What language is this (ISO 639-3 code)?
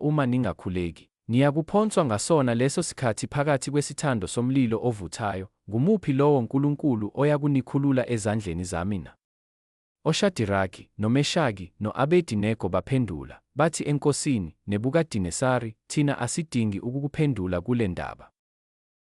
zul